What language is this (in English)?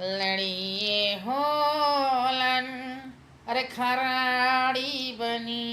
Nepali